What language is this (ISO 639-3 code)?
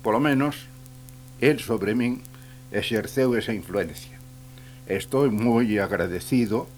glg